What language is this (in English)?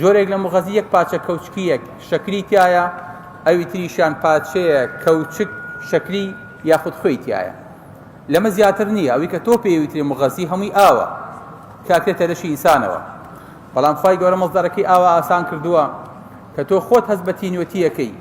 Central Kurdish